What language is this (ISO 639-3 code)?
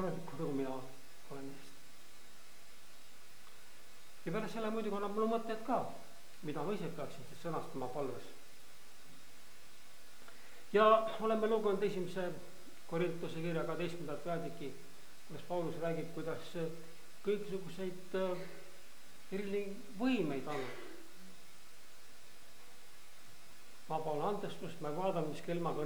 est